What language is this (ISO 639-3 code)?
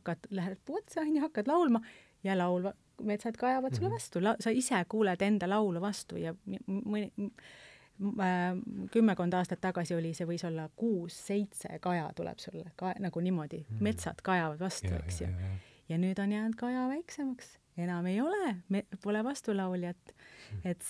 est